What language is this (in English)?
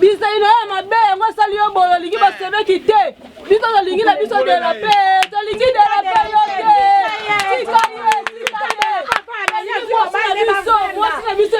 Lingala